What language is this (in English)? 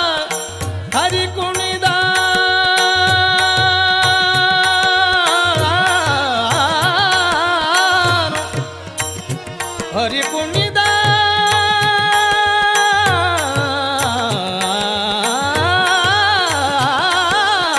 Kannada